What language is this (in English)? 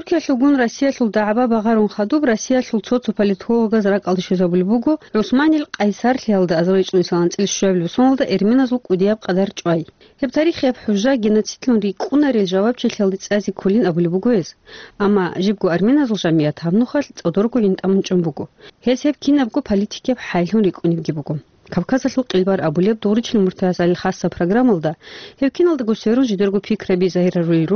Avaric